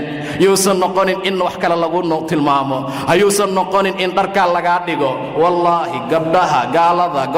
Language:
Somali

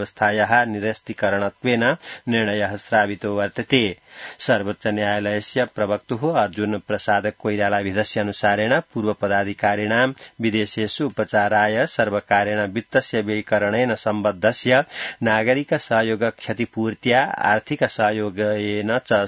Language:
Sanskrit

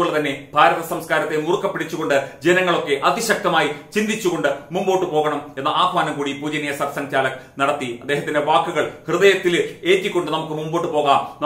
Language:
Malayalam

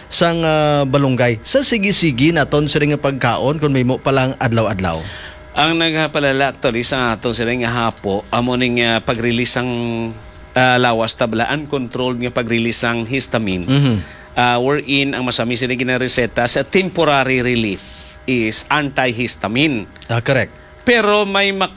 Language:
Hiligaynon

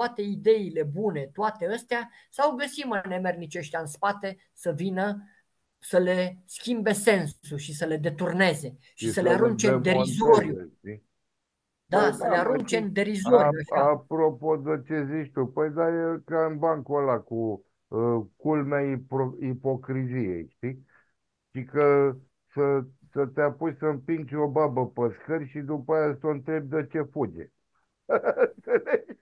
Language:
Romanian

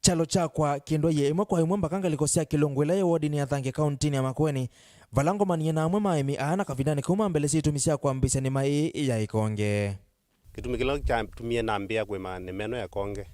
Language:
Kamba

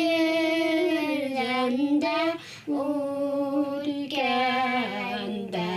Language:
Bashkir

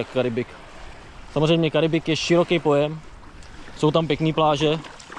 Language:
Czech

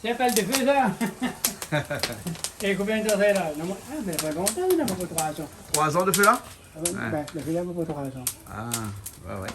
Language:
Réunion Creole French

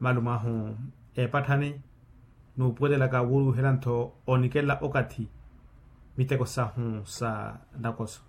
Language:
Makhuwa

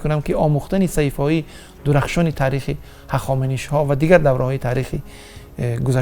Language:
Tajik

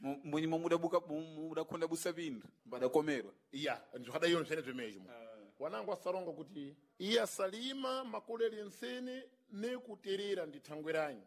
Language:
Sena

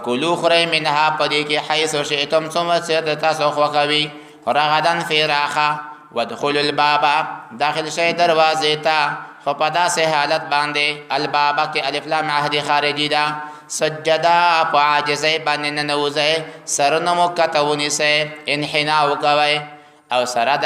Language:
Pashto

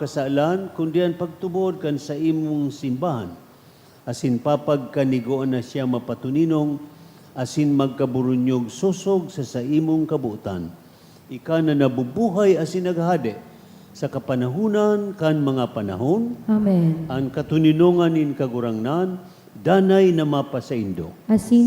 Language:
Bikol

